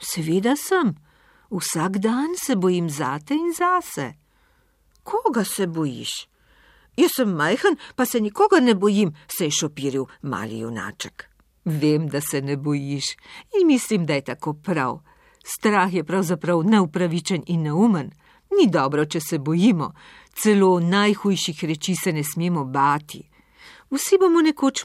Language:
Slovenian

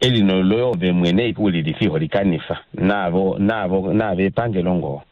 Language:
Kuanyama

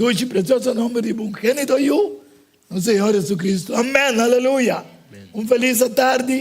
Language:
Papiamento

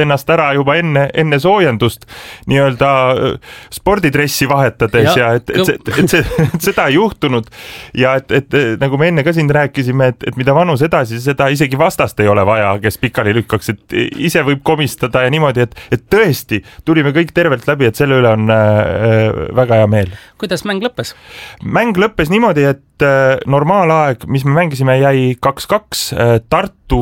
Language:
Estonian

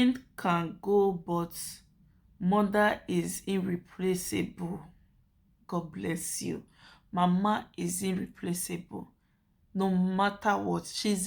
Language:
Nigerian Pidgin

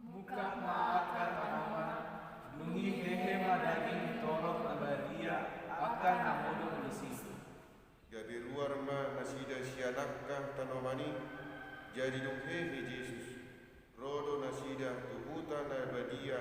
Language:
Batak Toba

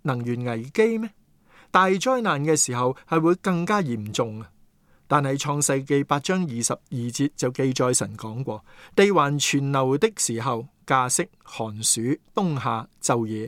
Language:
Cantonese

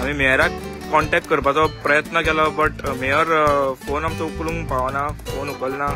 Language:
Konkani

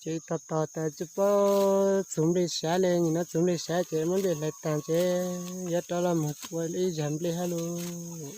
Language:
Hmong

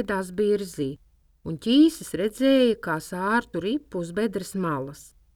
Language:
Latvian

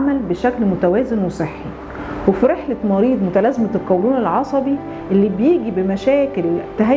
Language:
Egyptian Arabic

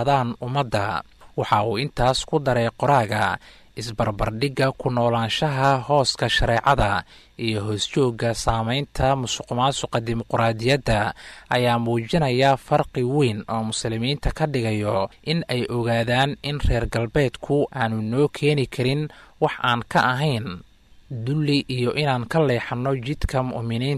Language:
Somali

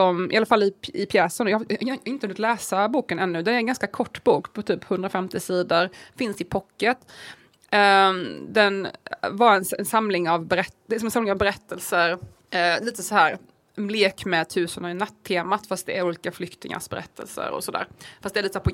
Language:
Swedish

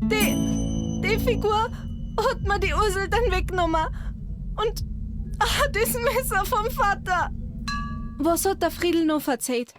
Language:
Bavarian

